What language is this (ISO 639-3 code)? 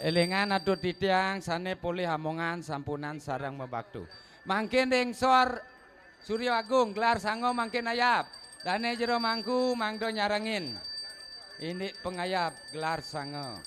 ban